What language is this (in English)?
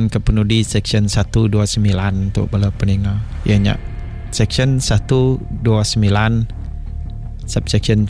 Malay